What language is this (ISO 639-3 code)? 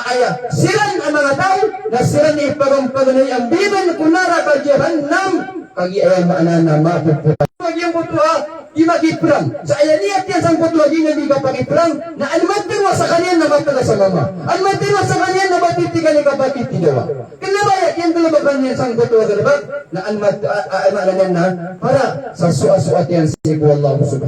mrw